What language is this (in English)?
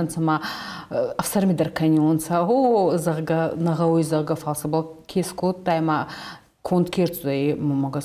Ossetic